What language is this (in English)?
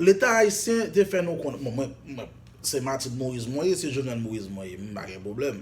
Haitian Creole